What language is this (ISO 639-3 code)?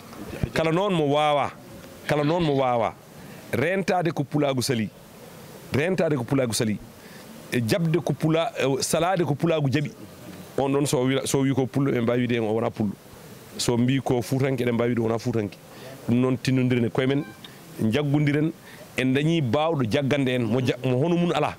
ful